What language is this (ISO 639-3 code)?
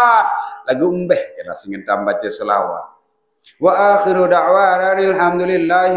sas